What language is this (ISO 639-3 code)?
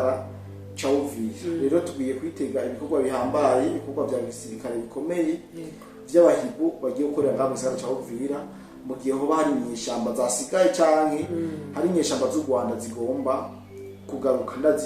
run